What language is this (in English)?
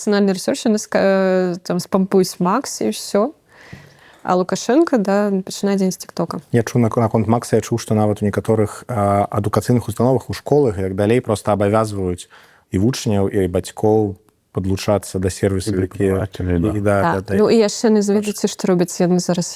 Belarusian